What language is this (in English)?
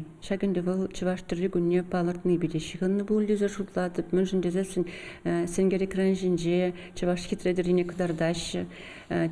Chuvash